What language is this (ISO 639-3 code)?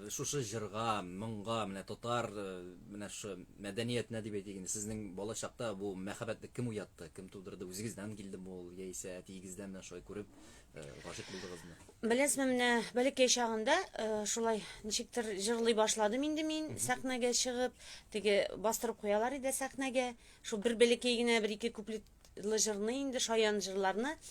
tat